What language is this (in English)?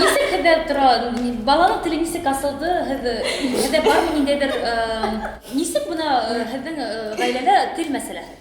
Bashkir